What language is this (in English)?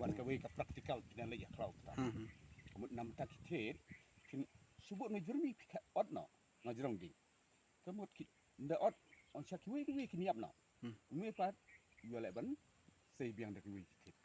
Khasi